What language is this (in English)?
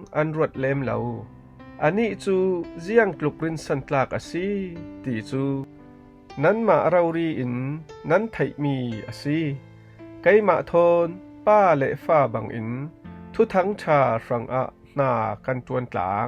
Falam Chin